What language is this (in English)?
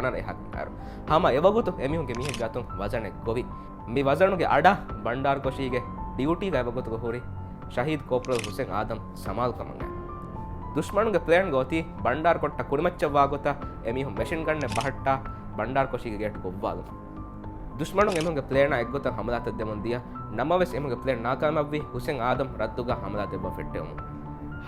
Divehi